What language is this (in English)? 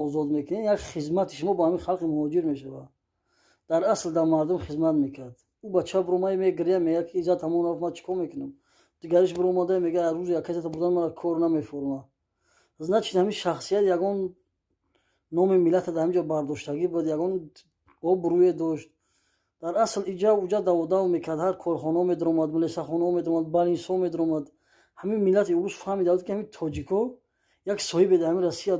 Tajik